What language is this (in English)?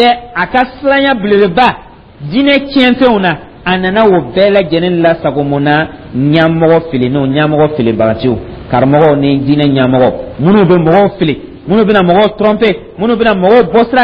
Dyula